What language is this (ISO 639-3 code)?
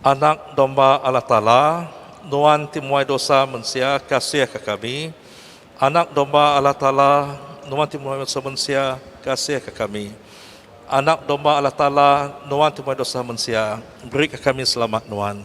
iba